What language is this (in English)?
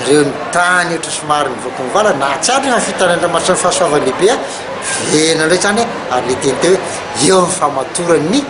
Malagasy